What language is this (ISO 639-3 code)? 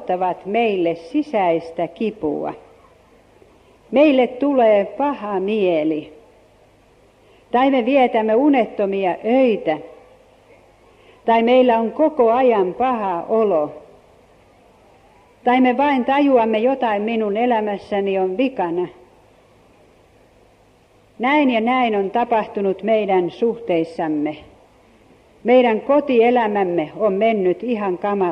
fin